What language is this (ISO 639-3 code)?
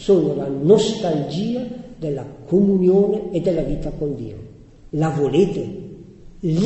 ita